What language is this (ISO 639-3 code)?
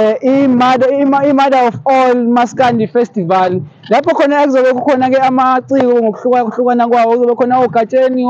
zul